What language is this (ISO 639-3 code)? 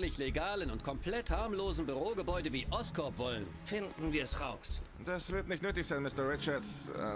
deu